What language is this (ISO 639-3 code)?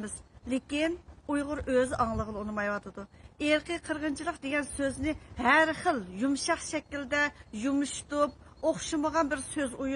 uig